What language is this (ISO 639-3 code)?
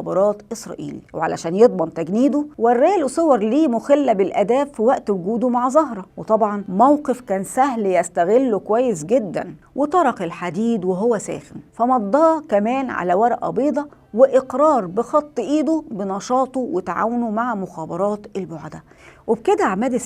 arz